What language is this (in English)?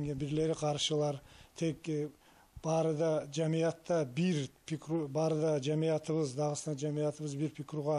Kumyk